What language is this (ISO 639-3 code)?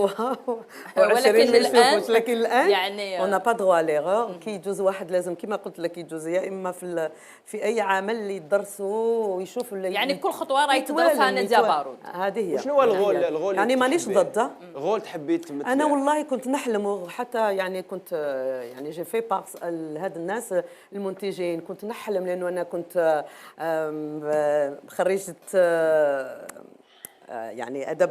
arq